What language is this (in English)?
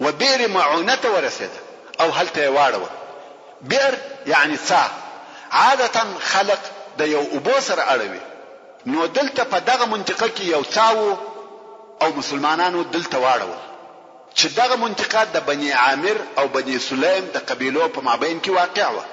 Pashto